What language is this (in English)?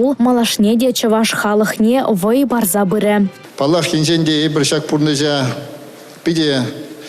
Chuvash